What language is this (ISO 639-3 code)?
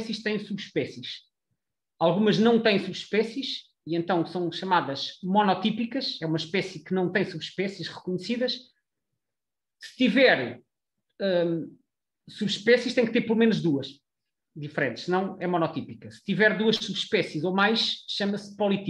por